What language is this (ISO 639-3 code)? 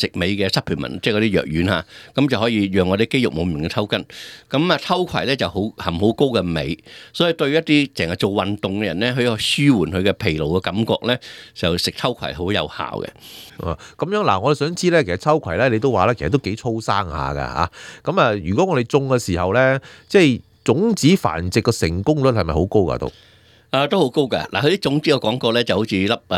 yue